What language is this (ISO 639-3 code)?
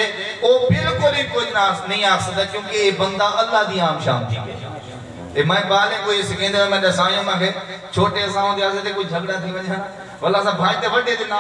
skr